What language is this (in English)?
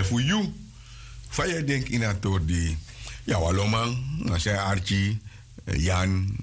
Sranan Tongo